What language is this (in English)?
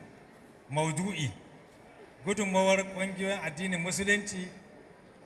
Hausa